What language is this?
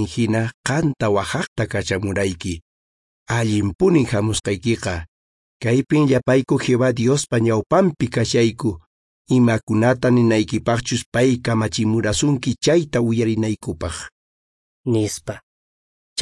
Quechua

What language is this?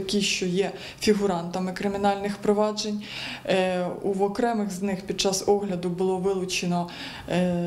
Ukrainian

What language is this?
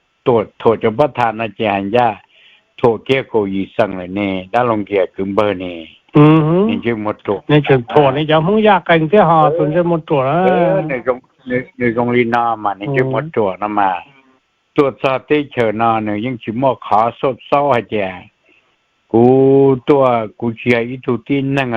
Hmong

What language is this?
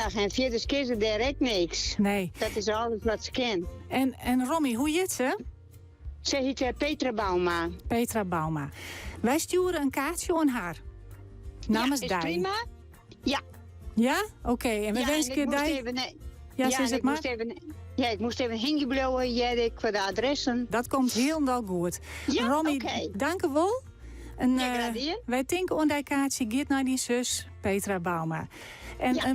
Western Frisian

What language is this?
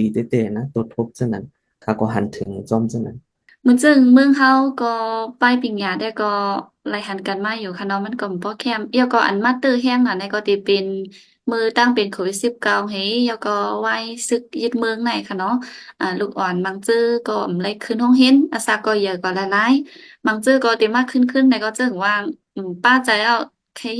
Shan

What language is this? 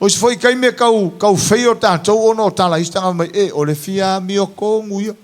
Samoan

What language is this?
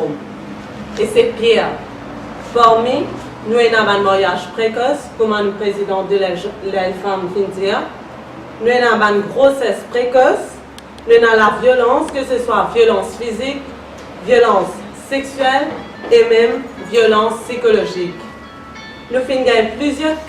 Morisyen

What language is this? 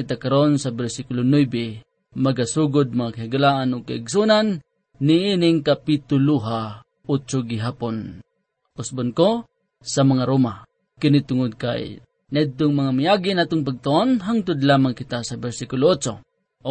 Cebuano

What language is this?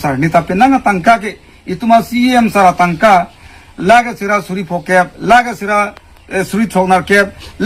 Karbi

